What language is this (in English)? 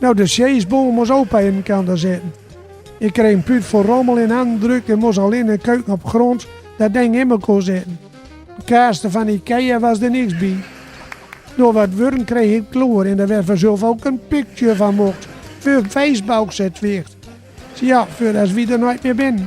Gronings